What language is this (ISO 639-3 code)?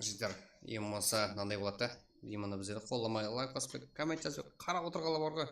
kaa